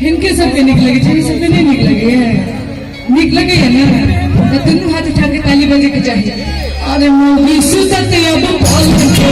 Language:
Maithili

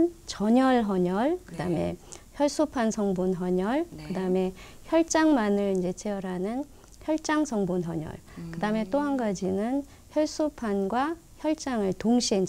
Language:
Korean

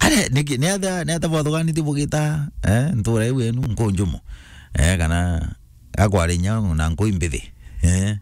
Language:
Meru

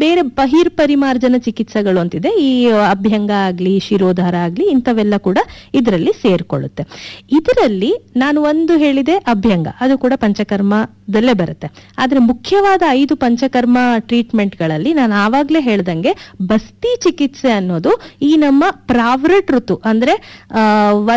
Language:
Kannada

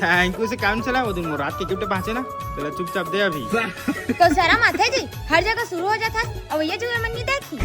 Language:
Chhattisgarhi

